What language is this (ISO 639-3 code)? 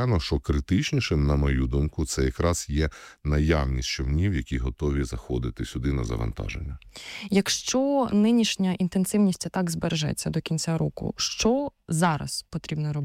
ukr